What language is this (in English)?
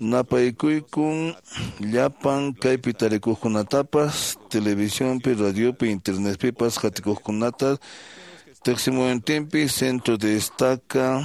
Quechua